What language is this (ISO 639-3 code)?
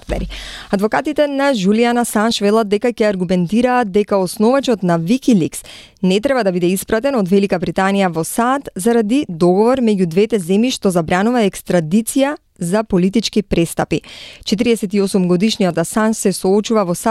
mkd